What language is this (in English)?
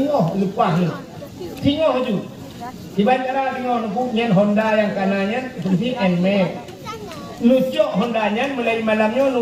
Achinese